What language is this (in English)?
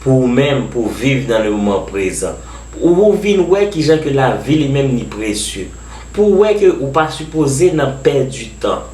Haitian Creole